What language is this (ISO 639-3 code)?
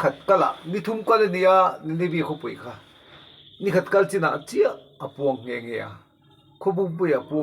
lus